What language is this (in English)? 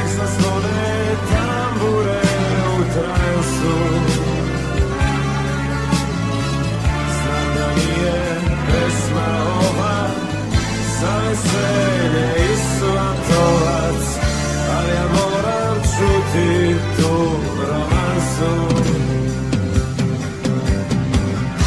Serbian